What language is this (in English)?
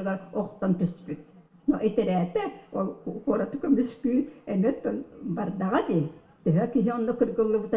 Yakut